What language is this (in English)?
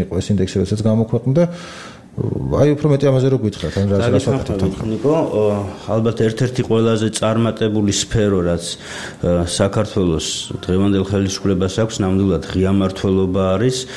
Georgian